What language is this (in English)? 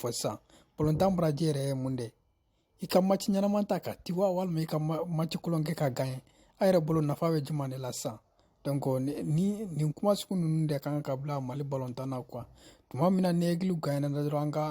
Bambara